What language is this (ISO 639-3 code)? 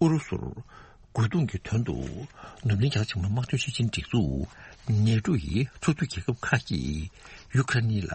bod